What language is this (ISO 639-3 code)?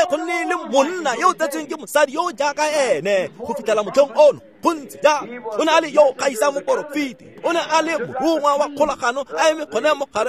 tsn